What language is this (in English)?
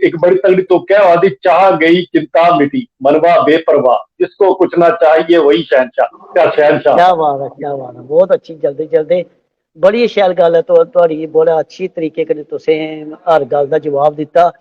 Dogri